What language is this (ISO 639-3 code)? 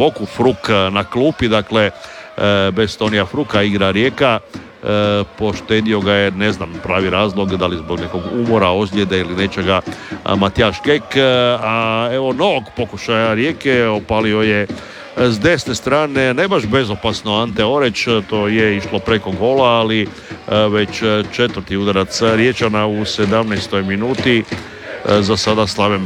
hrv